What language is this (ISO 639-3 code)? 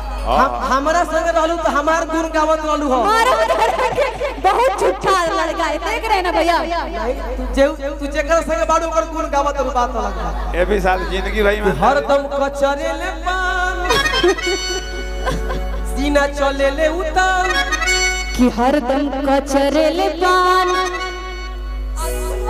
bho